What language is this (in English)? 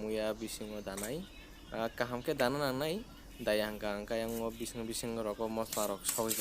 Kok Borok